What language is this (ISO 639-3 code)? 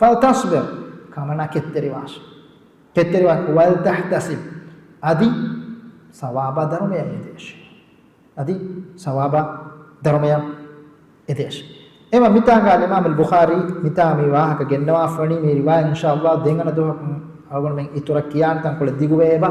div